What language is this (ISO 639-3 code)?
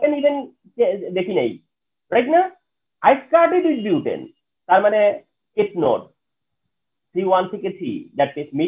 ben